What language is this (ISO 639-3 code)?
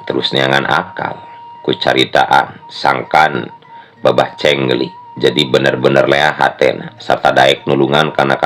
sun